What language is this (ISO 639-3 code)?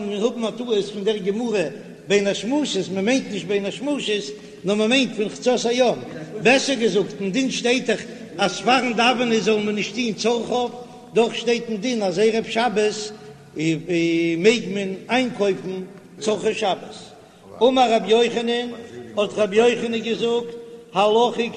yid